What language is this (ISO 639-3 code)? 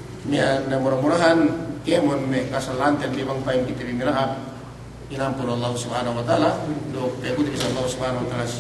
yka